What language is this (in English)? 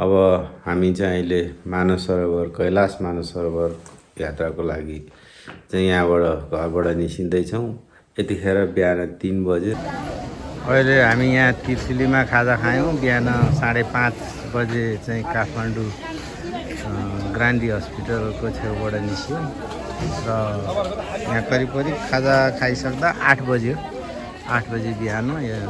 Nepali